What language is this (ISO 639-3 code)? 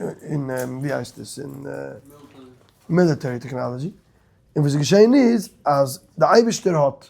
yid